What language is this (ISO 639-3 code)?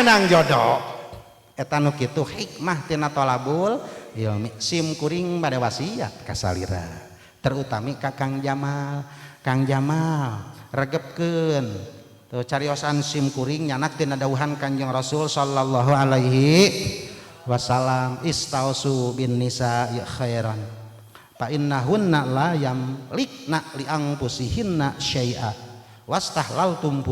sun